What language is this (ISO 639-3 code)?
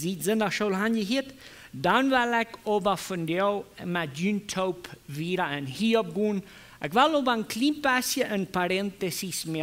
pdt